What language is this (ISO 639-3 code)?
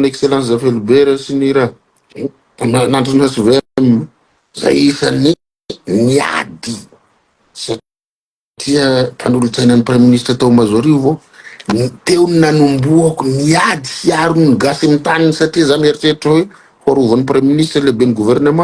mlg